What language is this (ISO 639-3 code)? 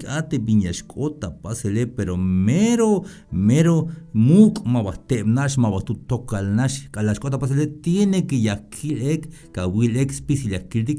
tzh